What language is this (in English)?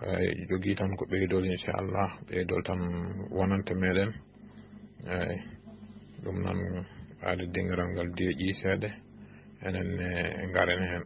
Fula